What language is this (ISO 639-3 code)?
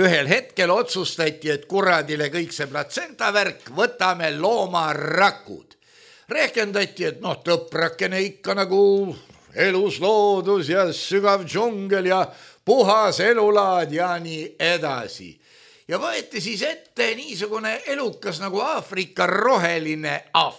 est